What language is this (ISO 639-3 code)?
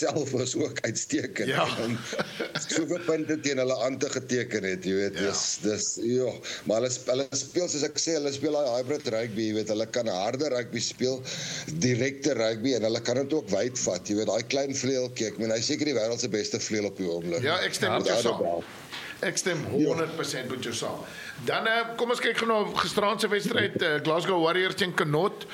afr